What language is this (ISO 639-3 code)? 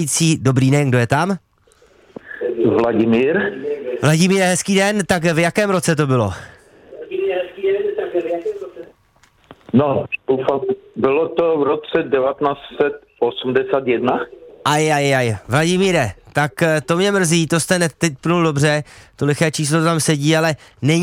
ces